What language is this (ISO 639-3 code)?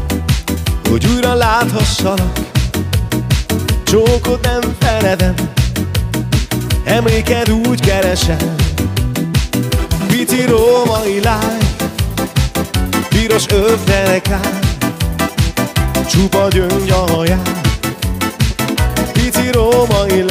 hun